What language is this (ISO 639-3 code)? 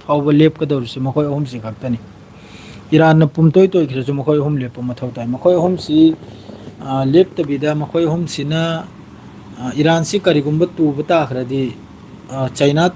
mni